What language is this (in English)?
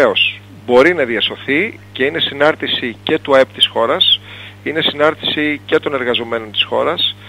Greek